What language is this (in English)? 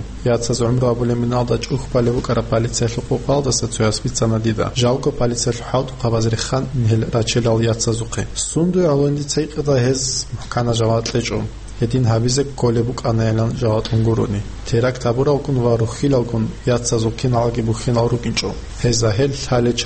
Avaric